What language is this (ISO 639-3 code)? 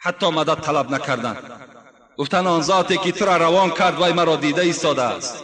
tgk